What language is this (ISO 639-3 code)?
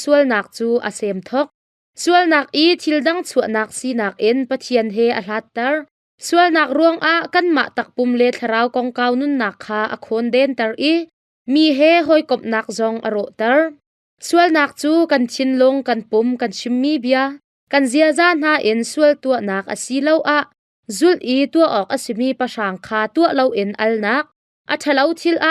cnh